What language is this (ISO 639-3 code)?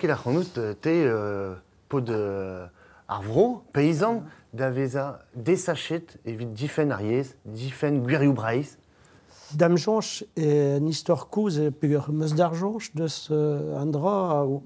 bre